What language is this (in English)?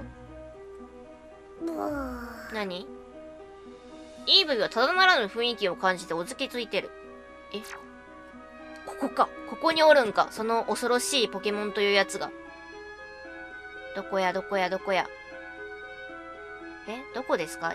Japanese